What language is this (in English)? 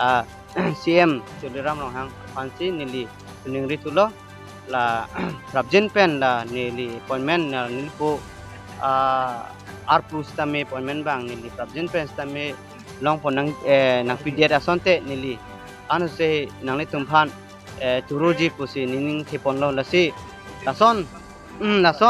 Karbi